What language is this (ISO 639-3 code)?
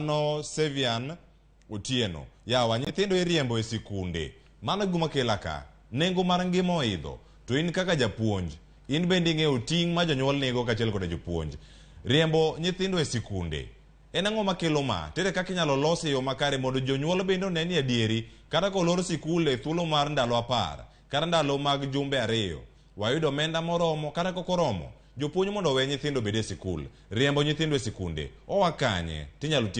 luo